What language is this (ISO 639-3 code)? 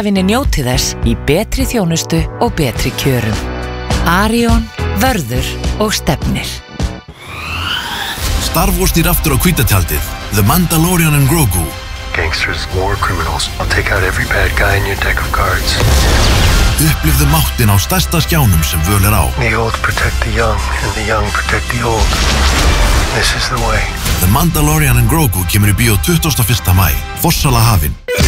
isl